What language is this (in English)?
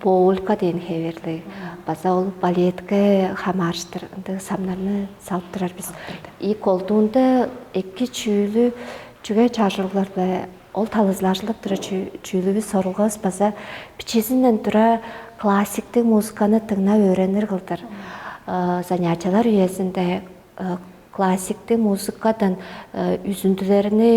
Tuvinian